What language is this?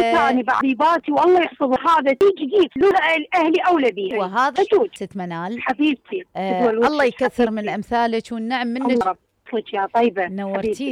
Mesopotamian Arabic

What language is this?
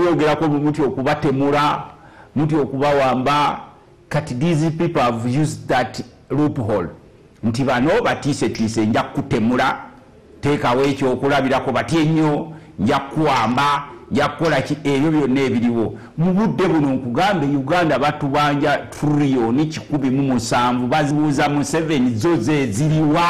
Ganda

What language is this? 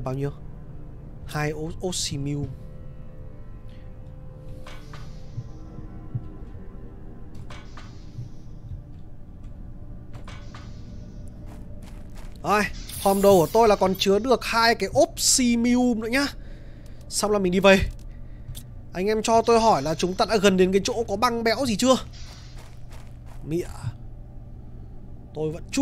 Vietnamese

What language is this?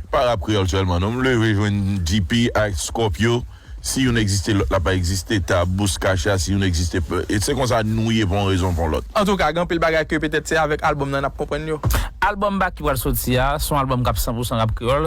Haitian Creole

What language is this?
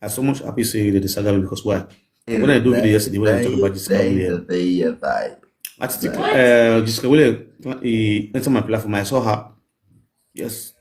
Nigerian Pidgin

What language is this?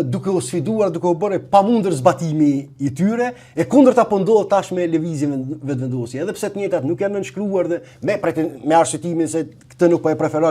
Albanian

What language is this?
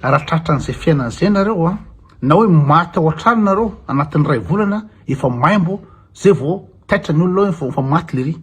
Malagasy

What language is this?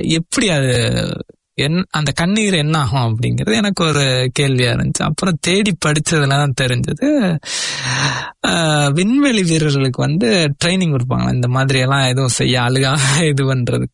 Tamil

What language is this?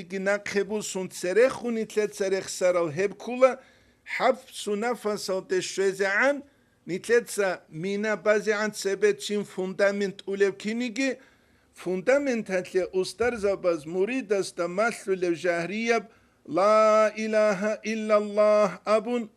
Avaric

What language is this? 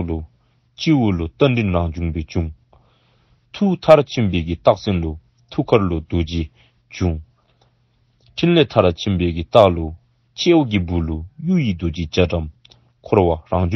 Dzongkha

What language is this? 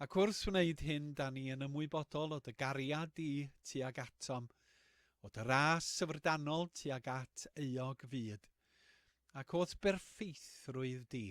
Welsh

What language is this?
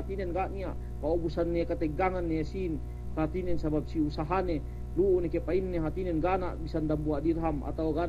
Yakan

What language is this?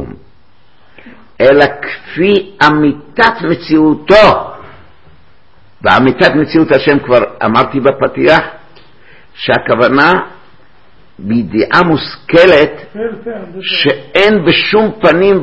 Hebrew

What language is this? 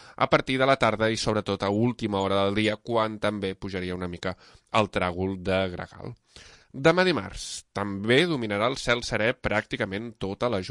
Catalan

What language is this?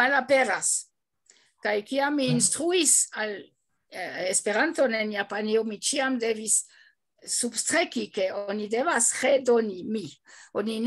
Esperanto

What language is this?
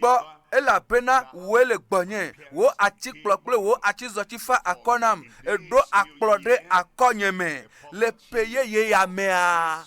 Ewe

